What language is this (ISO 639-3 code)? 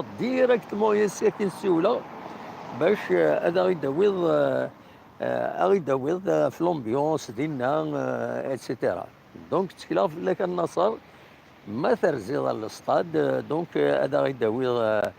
kab